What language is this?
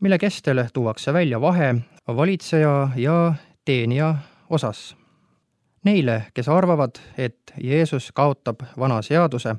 Estonian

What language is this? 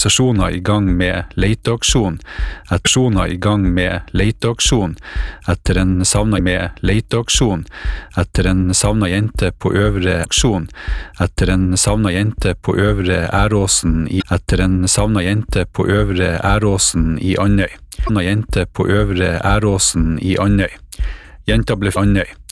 Norwegian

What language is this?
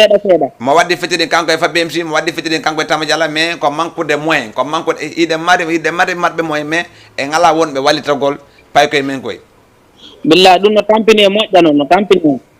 Fula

